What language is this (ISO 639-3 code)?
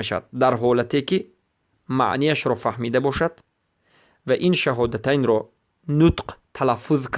fas